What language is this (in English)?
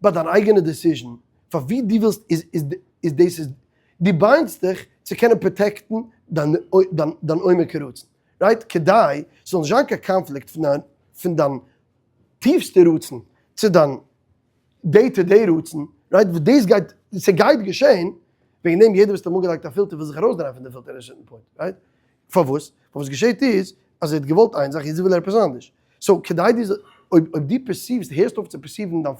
Yiddish